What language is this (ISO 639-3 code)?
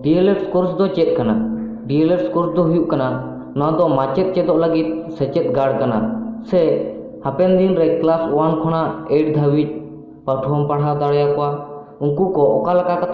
sat